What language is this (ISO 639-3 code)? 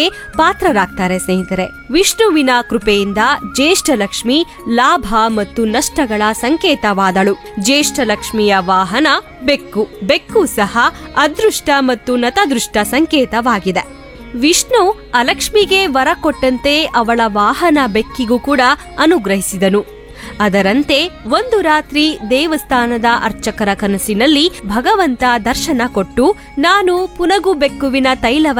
kan